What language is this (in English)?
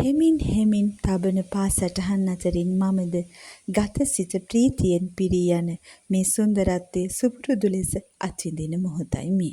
Sinhala